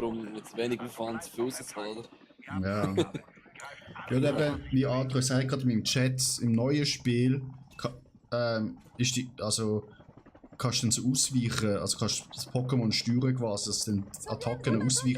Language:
Swiss German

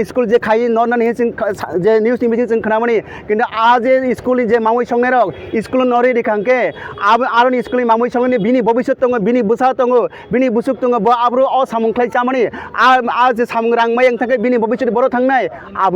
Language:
Kok Borok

